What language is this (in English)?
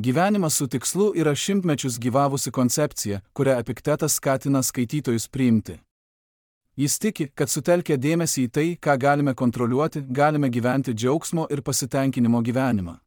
Lithuanian